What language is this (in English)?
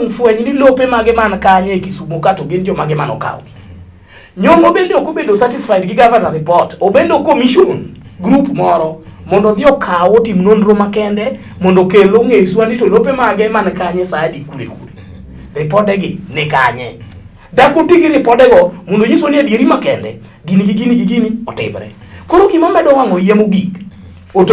Luo (Kenya and Tanzania)